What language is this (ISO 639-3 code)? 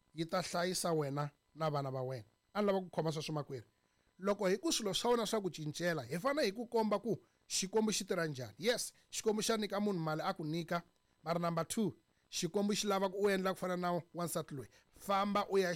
tso